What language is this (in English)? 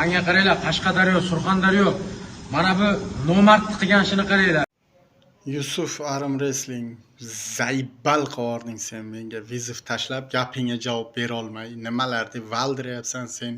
Uzbek